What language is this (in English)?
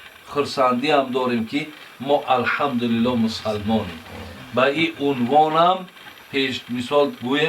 Tajik